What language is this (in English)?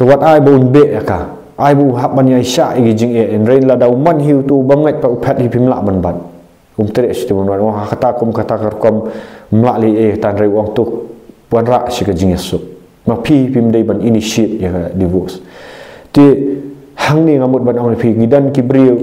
Khasi